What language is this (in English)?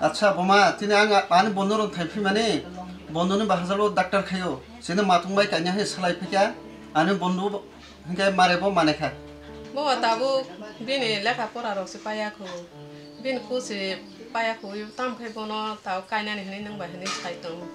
Kok Borok